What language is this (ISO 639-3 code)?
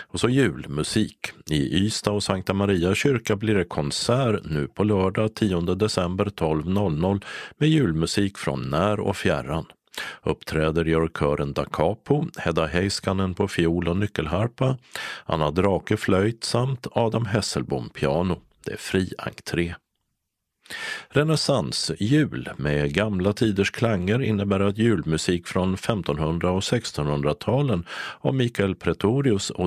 swe